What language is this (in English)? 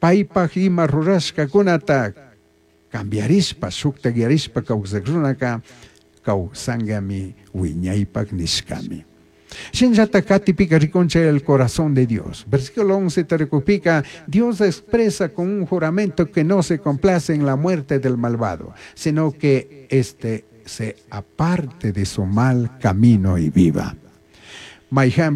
Chimborazo Highland Quichua